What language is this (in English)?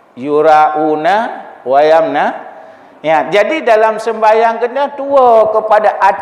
Achinese